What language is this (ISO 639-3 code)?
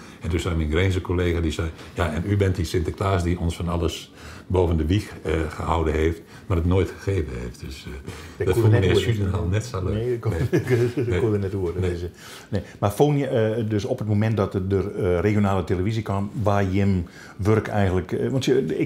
fry